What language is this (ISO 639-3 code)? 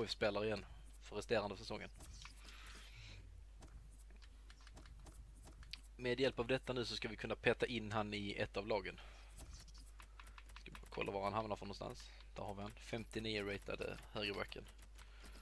swe